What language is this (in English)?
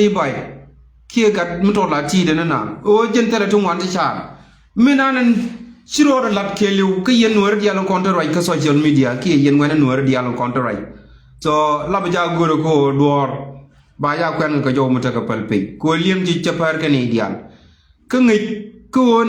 Nuer